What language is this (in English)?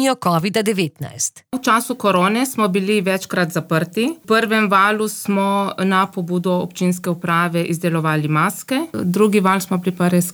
Slovenian